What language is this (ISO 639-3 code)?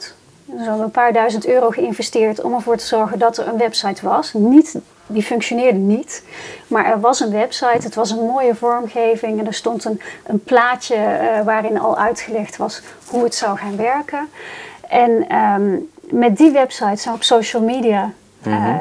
nld